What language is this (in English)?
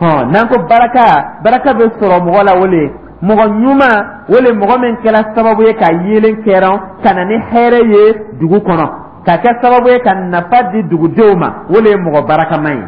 Dyula